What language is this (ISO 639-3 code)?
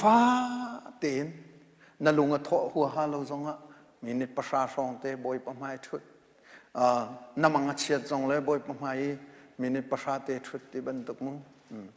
cnh